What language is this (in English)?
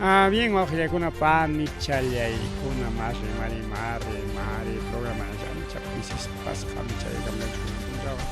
Ayacucho Quechua